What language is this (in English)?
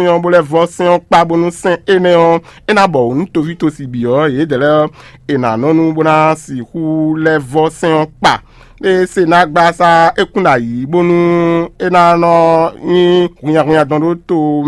Fon